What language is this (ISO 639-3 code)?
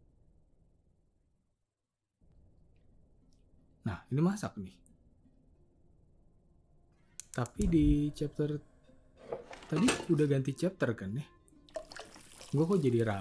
ind